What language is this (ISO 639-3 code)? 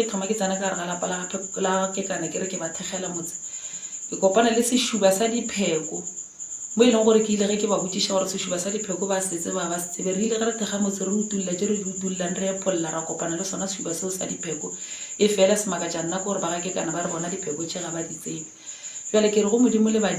nso